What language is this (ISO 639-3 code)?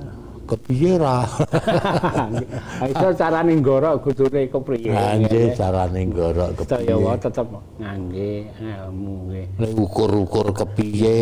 jav